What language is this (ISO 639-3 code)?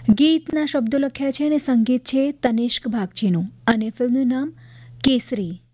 guj